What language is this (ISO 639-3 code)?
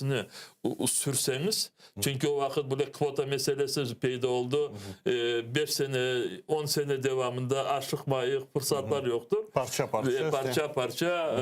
crh